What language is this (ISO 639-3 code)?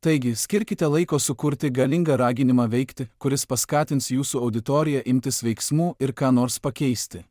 lit